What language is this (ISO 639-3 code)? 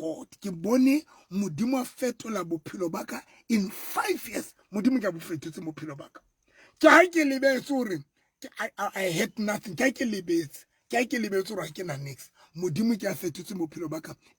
sot